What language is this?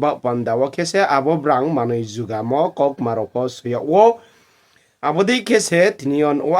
Riang (India)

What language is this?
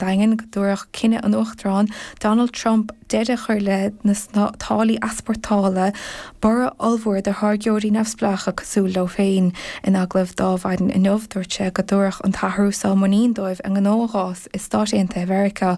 Irish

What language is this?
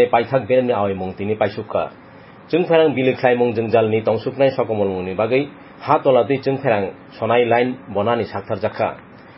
Kok Borok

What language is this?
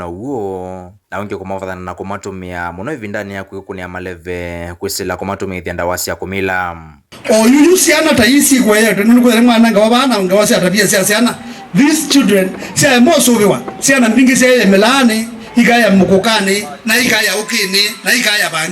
Kamba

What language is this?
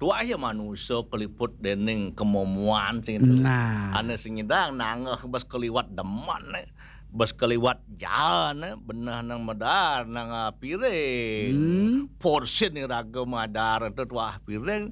Balinese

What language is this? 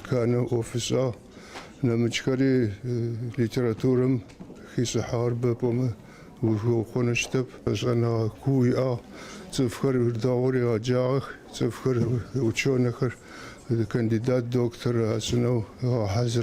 Adyghe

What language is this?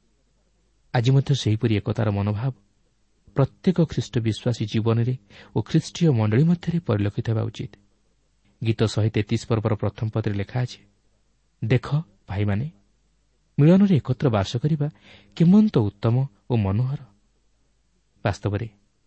Odia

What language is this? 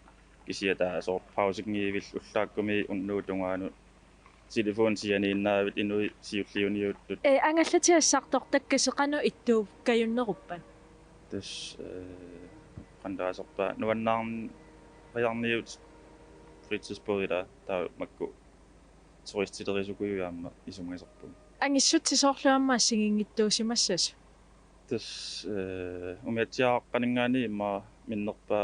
Kalaallisut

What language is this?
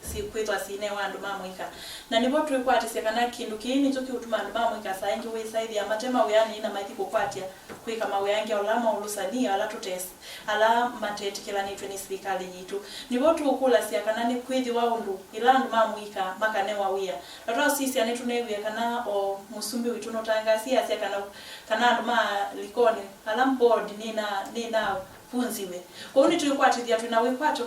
Kamba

